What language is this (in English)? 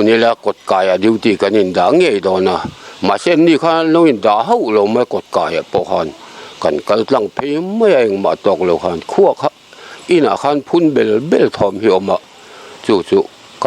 Mizo